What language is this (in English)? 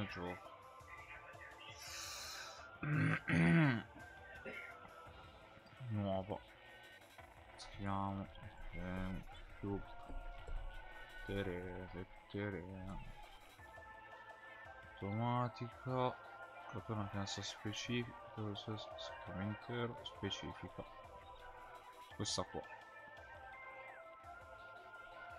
Italian